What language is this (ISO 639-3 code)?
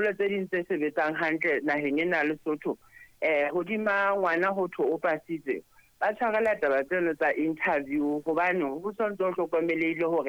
sot